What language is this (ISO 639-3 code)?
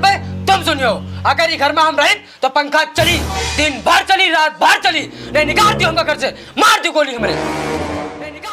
awa